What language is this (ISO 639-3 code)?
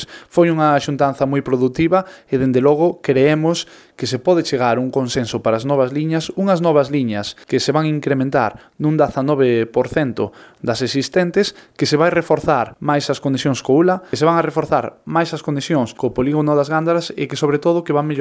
glg